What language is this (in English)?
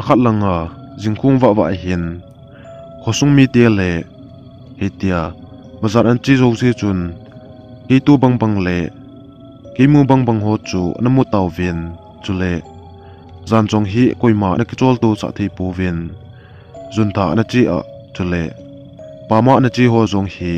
Thado Chin